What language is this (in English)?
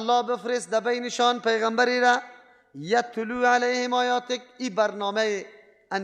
Persian